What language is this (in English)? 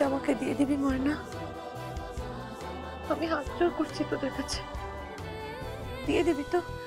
Bangla